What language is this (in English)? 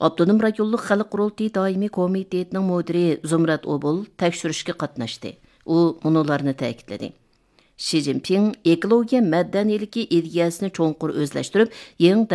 Uyghur